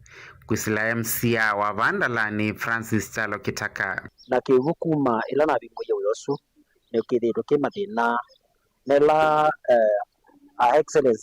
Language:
Kamba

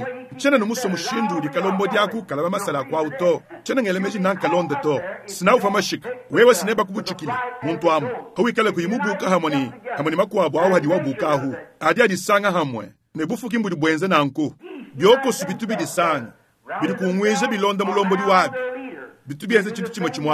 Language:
Luba-Lulua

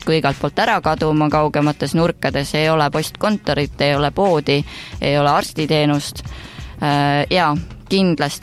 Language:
Estonian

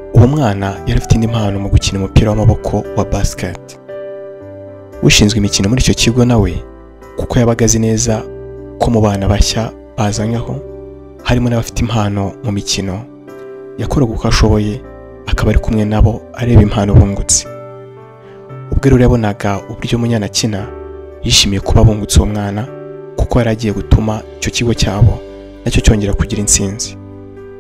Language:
Kinyarwanda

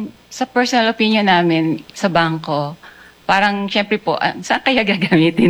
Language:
Filipino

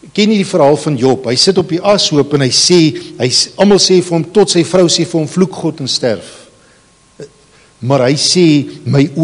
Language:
Afrikaans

